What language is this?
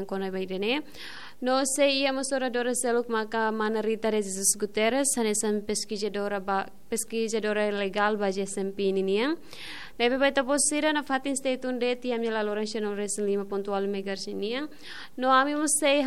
Tetum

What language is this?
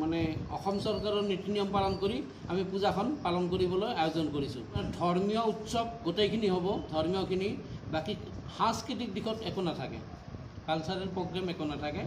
Assamese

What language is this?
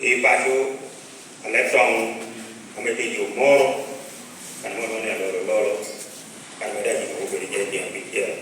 Lango (Uganda)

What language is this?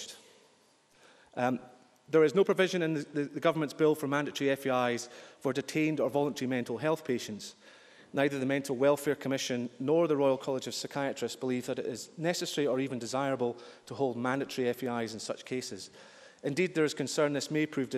English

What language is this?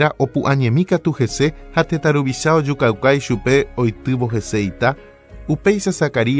Guarani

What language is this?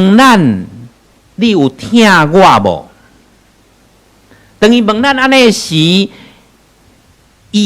Min Nan Chinese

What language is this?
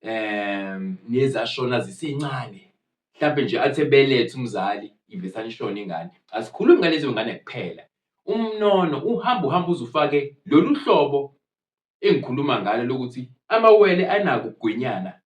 Zulu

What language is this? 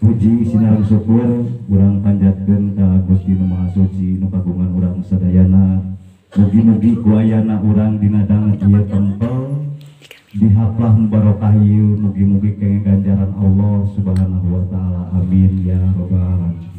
Sundanese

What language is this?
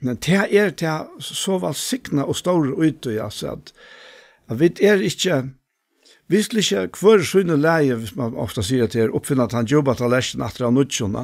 Faroese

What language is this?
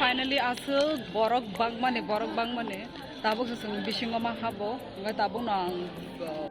Kok Borok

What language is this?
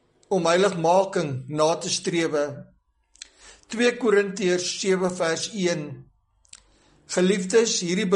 Afrikaans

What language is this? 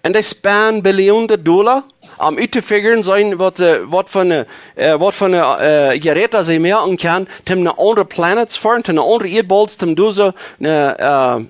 Plautdietsch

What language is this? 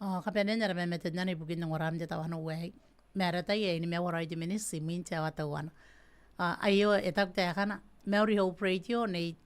Gilbertese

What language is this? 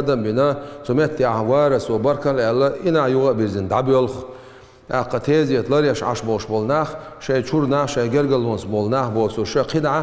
Chechen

